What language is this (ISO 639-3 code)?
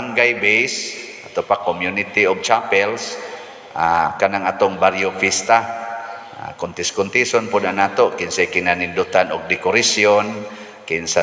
ceb